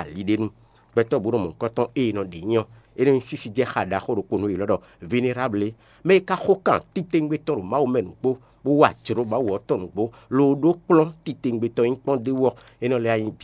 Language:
Fon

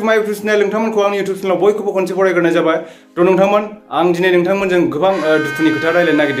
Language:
Bodo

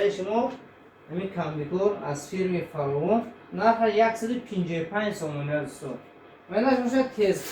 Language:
Tajik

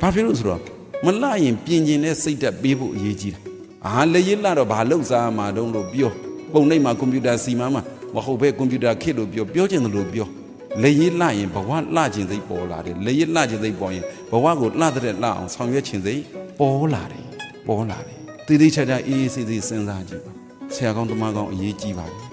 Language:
Burmese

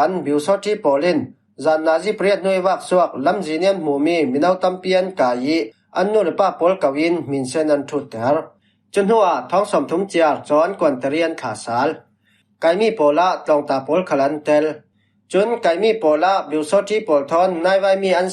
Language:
Falam Chin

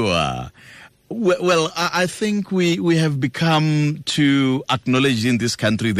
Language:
Tswana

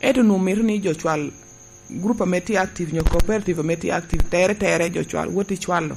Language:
Lango (Uganda)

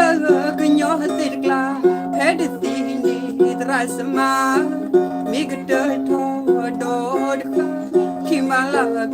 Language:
S'gaw Karen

